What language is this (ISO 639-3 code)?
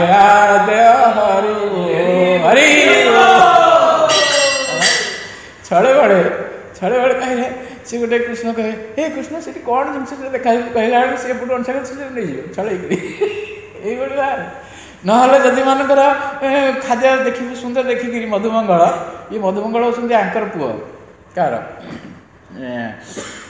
ori